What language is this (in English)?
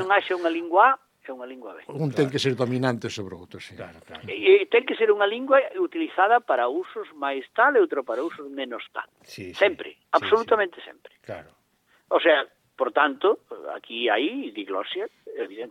Galician